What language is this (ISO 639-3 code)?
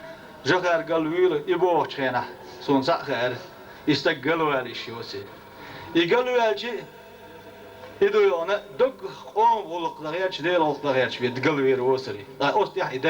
che